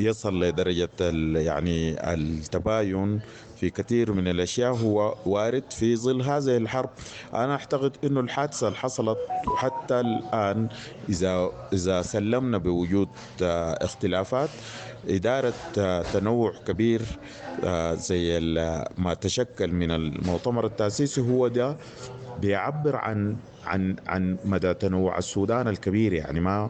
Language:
Sudanese Arabic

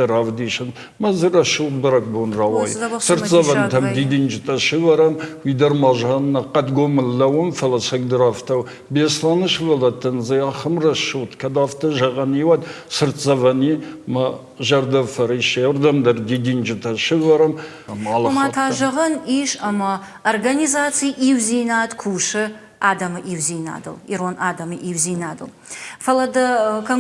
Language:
Ossetic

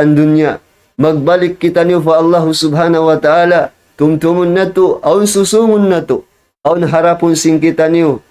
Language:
Tausug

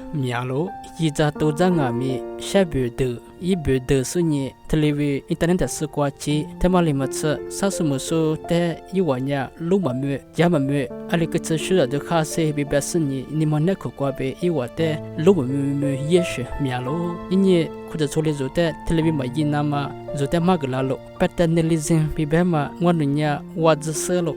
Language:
Lisu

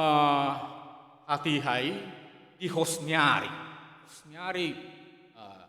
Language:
Batak Toba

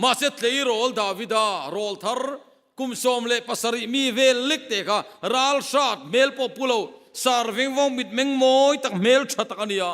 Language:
Mizo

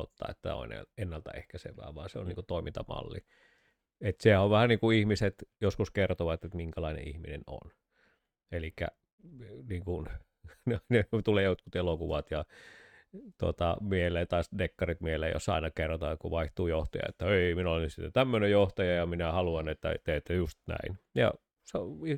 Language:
Finnish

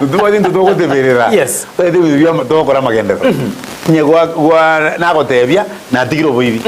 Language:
Gusii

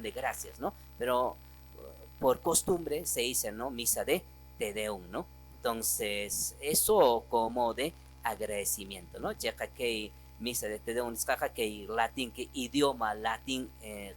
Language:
Quechua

